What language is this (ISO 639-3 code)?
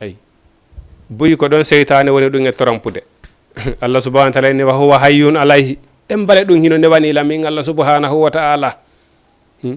ful